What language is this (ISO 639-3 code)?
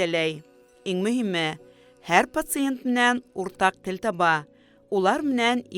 bak